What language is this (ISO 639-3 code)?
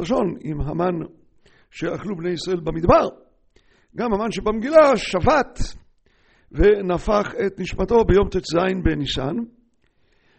heb